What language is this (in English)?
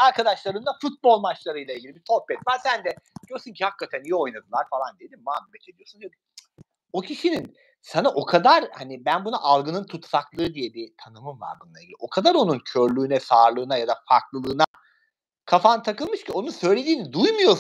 Turkish